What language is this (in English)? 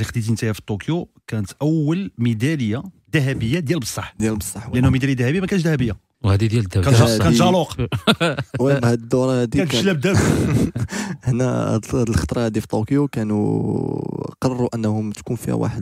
Moroccan Arabic